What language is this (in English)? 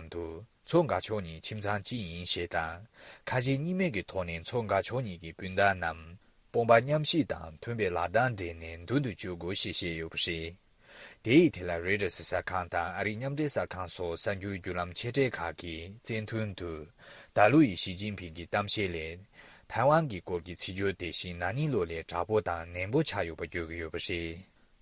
Tibetan